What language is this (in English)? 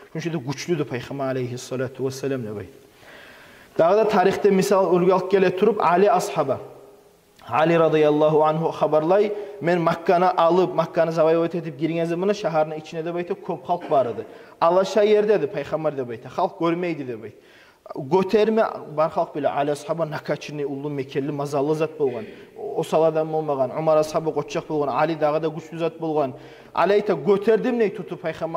Kumyk